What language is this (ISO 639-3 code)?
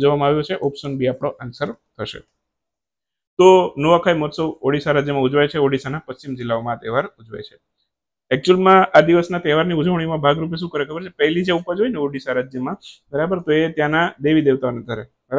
guj